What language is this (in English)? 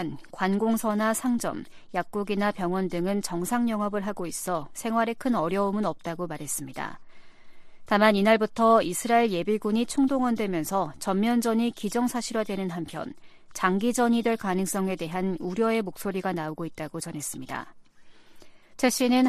Korean